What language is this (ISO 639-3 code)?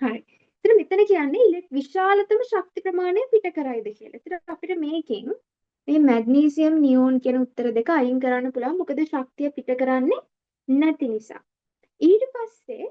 sin